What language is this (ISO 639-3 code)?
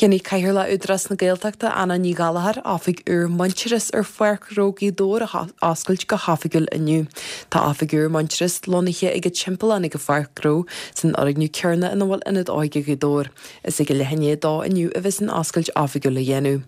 gle